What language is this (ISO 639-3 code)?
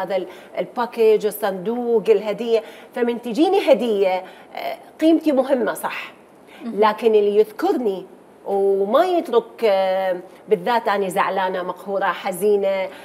acm